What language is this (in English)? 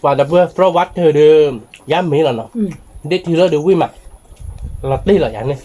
S'gaw Karen